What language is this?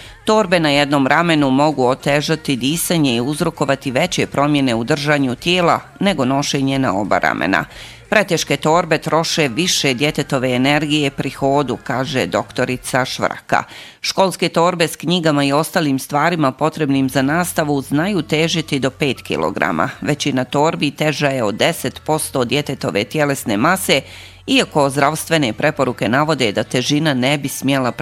Bosnian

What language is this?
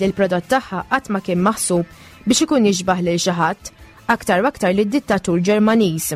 Maltese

